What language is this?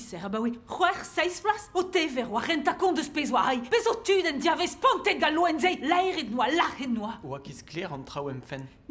Breton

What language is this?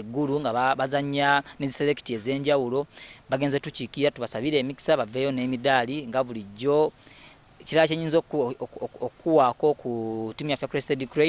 Ganda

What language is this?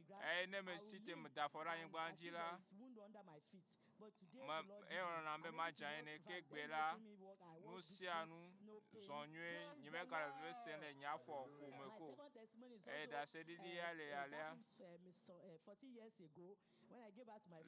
Ewe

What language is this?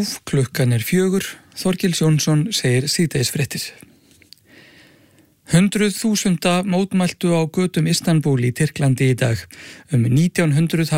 Icelandic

